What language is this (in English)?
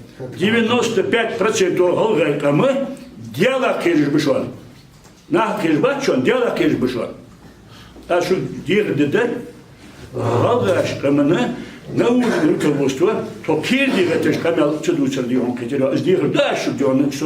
Ingush